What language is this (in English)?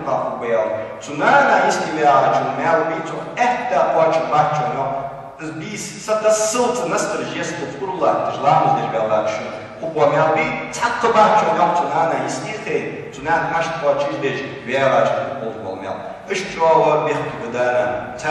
Ingush